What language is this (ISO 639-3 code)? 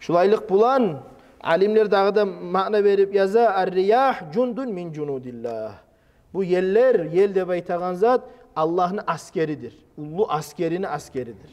kum